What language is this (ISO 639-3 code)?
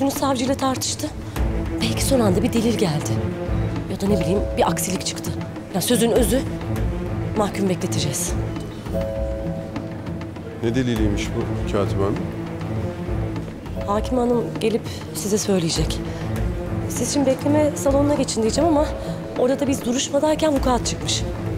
tur